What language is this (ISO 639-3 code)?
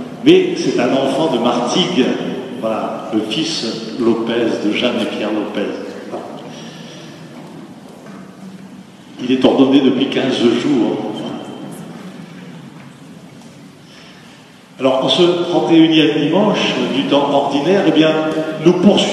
fra